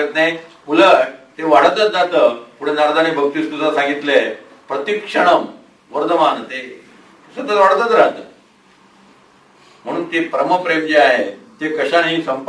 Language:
Marathi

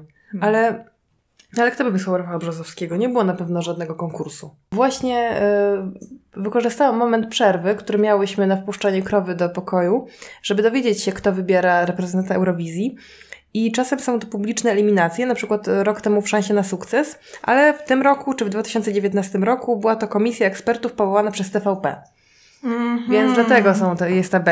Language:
Polish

